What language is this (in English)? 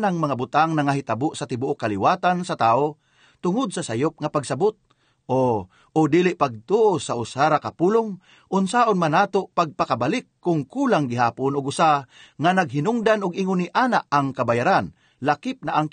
Cebuano